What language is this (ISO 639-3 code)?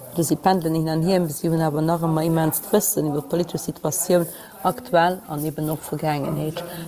ltz